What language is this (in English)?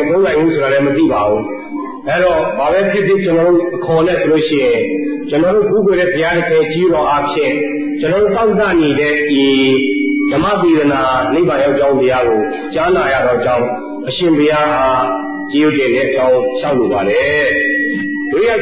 Burmese